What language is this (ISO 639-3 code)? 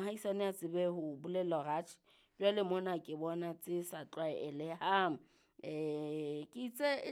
sot